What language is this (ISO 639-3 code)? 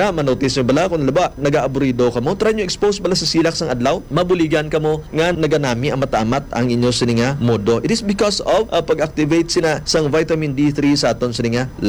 hil